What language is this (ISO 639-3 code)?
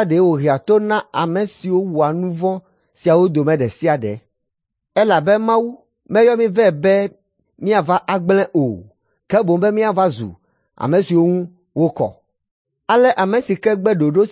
ewe